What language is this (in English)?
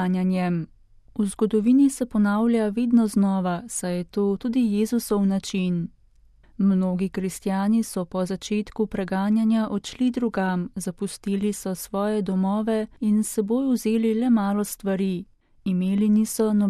Slovenian